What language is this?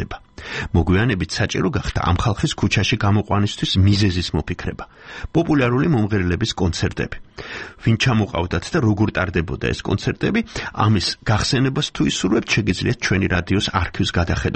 Georgian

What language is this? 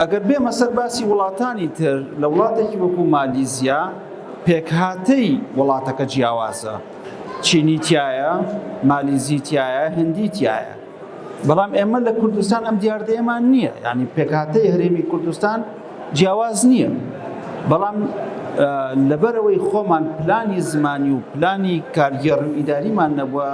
Central Kurdish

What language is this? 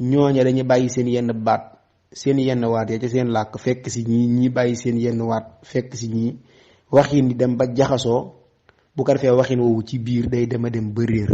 Wolof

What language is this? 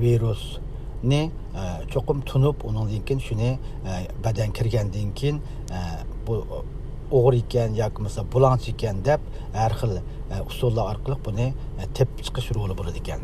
Uyghur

